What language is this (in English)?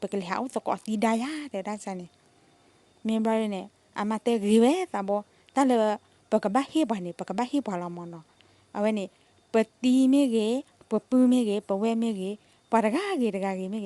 S'gaw Karen